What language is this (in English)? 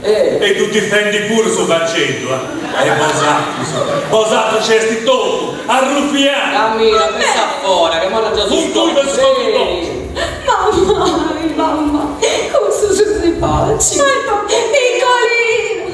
Sardinian